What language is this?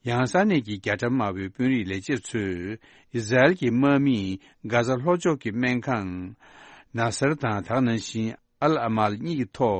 Tibetan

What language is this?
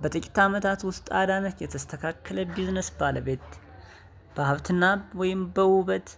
Amharic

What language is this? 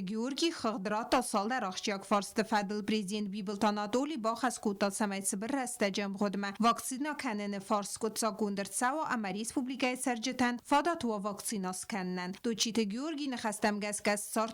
Ossetic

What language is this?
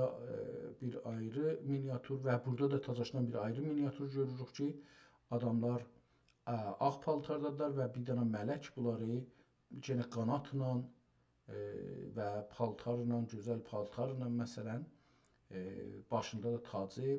South Azerbaijani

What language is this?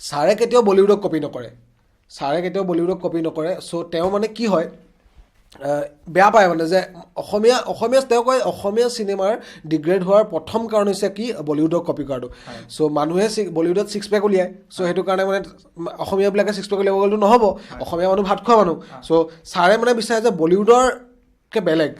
Assamese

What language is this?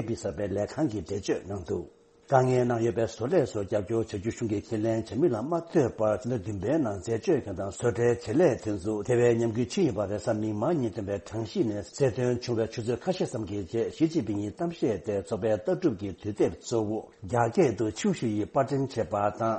Tibetan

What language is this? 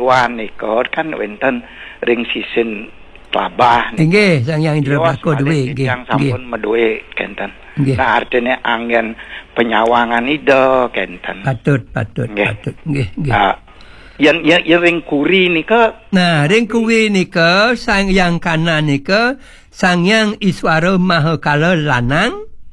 Balinese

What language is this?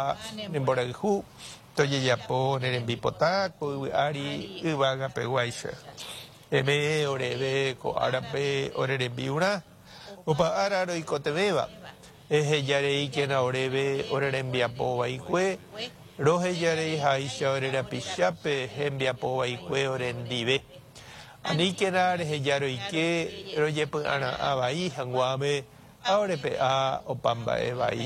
Guarani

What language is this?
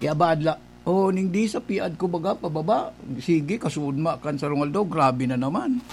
Bikol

